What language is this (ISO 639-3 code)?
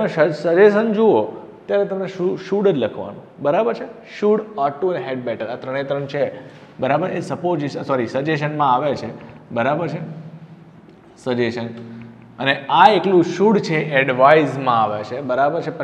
guj